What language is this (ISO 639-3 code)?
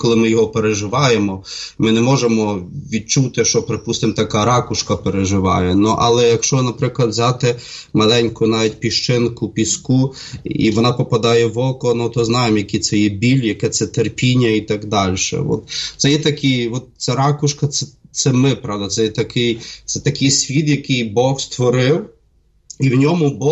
ukr